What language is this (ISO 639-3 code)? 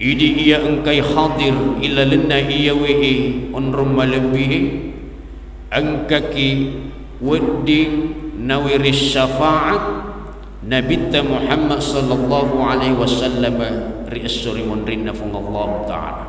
bug